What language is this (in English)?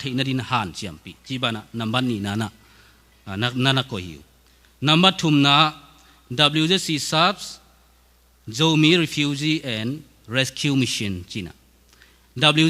Tedim Chin